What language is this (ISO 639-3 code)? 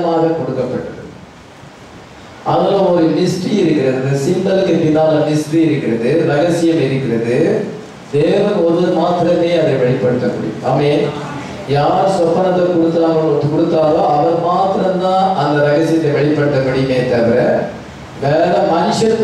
tam